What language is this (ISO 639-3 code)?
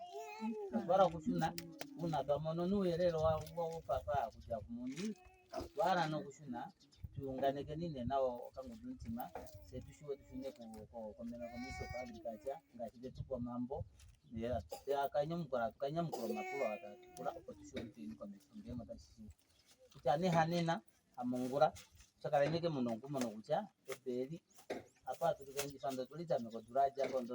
ndo